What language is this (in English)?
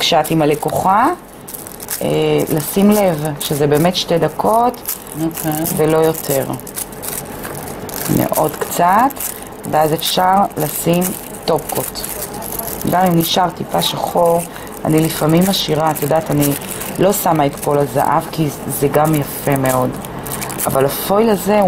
Hebrew